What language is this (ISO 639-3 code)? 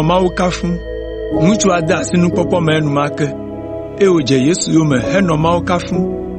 ewe